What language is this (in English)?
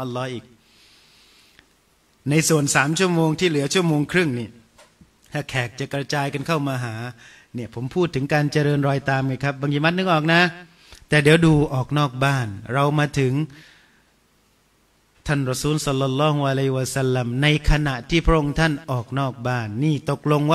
Thai